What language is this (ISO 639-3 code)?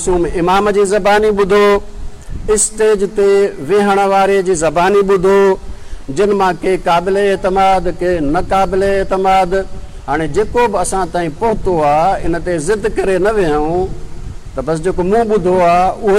snd